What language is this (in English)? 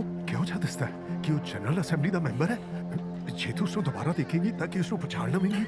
Dogri